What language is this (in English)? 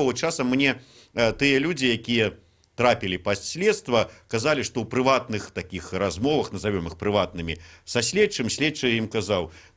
Belarusian